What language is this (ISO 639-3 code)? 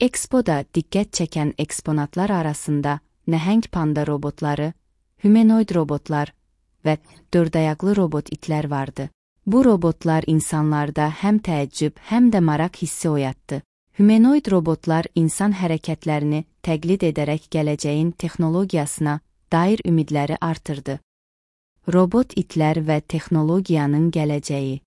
aze